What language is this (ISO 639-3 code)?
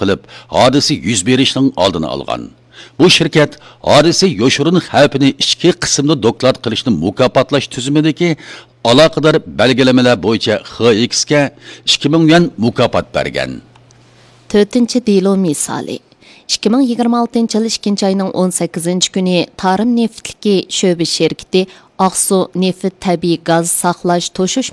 uig